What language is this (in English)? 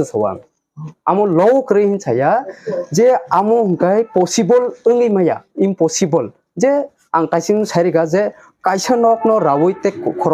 Kok Borok